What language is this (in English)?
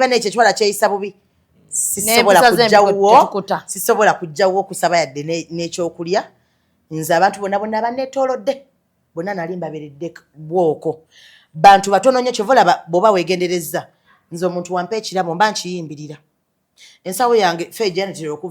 Ganda